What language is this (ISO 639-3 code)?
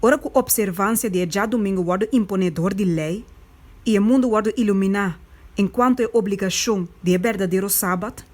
pap